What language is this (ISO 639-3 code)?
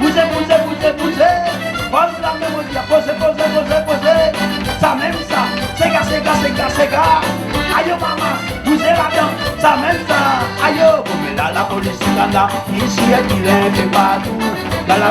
rcf